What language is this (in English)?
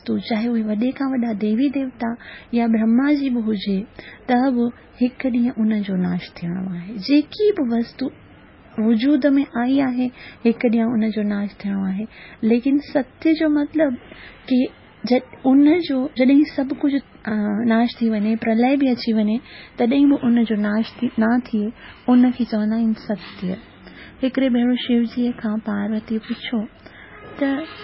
Sindhi